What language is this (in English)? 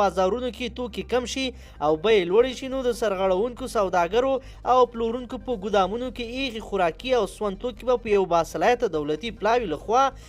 Pashto